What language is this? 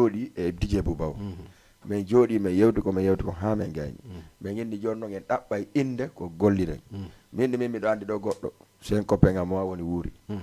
Fula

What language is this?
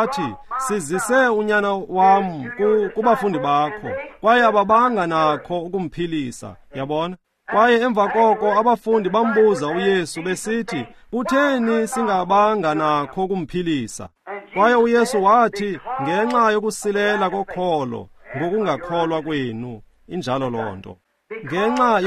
Xhosa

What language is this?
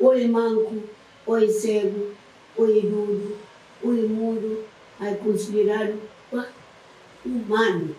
Kabuverdianu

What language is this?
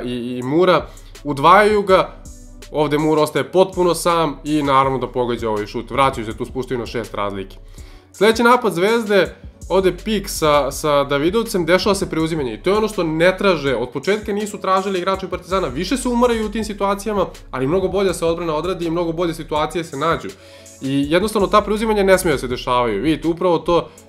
Serbian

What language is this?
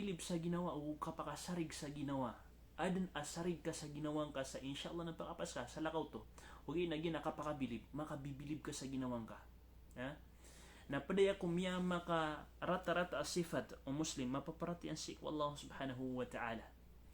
Maranao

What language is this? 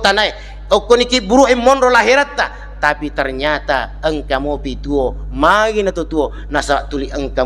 Buginese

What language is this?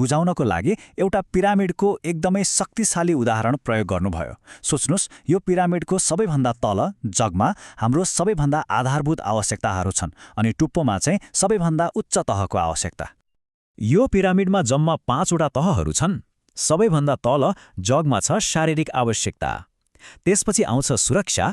Nepali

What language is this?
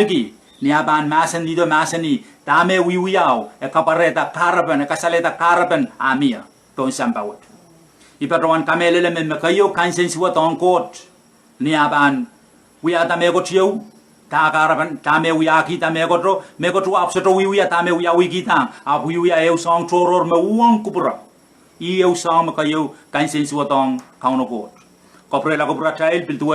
Pohnpeian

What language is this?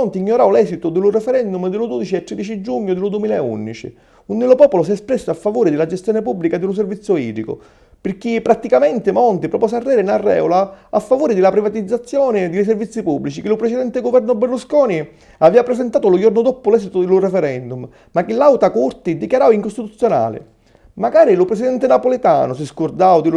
Sicilian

